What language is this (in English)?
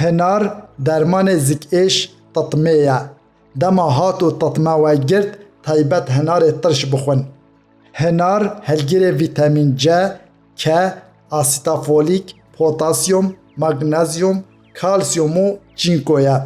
Kurdish